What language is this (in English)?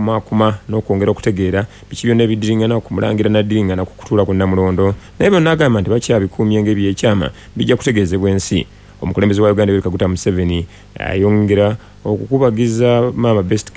Ganda